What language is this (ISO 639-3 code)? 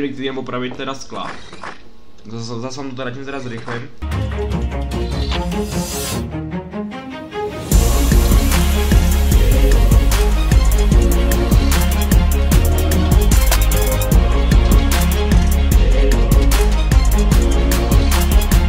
ces